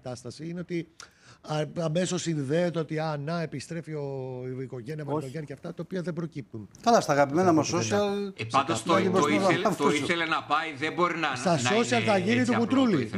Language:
Greek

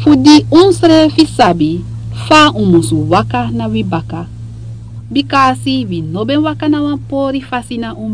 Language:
Sranan Tongo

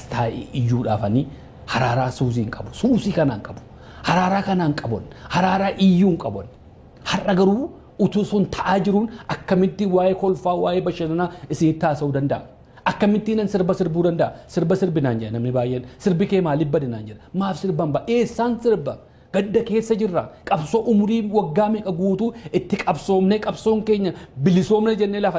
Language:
Oromo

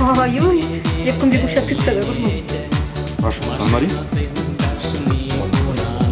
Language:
Chuvash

